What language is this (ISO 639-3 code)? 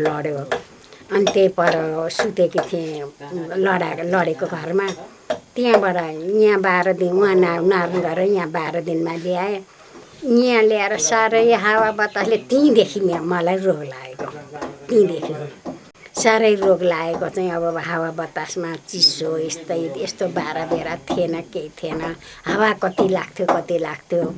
nep